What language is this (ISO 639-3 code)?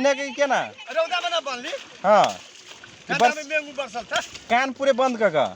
mag